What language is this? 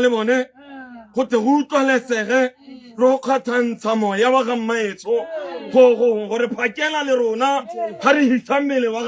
Tswana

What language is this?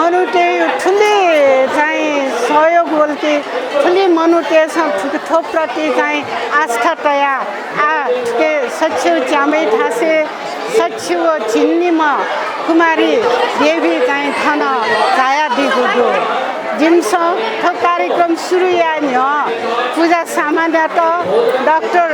Newari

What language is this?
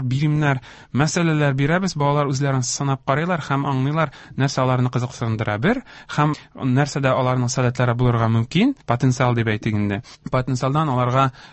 Tatar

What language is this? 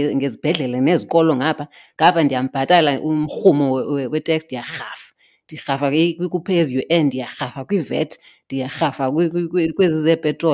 Xhosa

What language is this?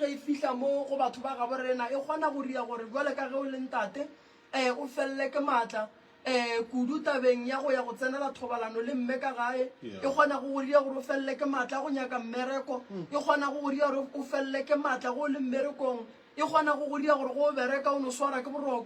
Northern Sotho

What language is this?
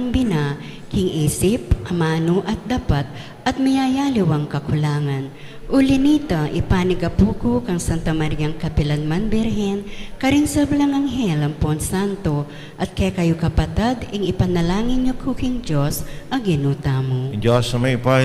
Pampanga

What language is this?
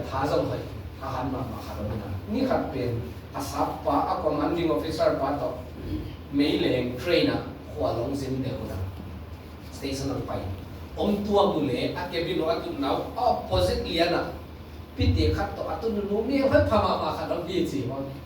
Tedim Chin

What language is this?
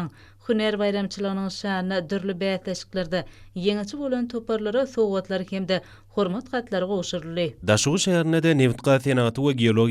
Turkmen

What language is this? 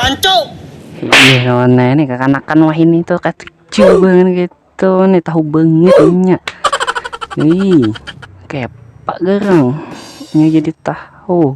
Banjar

